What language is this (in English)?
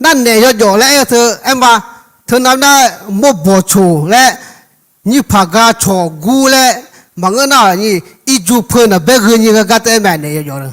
Akha